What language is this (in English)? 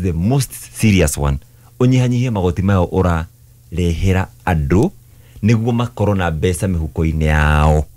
Kikuyu